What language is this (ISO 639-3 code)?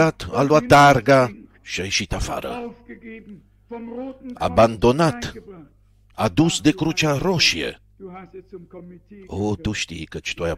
ron